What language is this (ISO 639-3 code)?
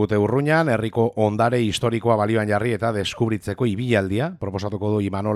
eus